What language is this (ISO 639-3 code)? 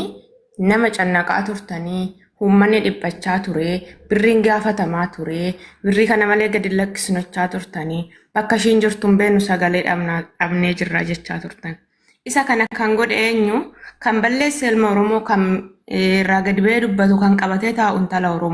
orm